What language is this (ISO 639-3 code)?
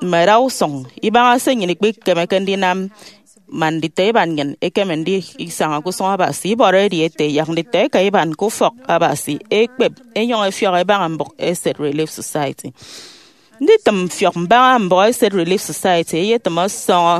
efi